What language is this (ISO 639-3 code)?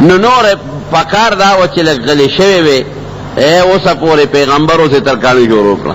pus